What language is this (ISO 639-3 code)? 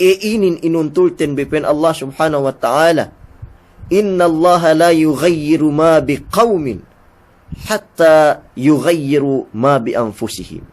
yka